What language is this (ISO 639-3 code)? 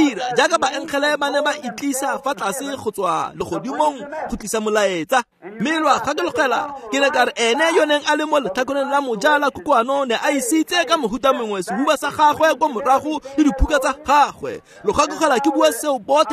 tsn